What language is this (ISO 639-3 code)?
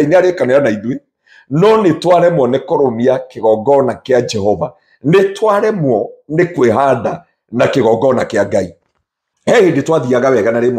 kik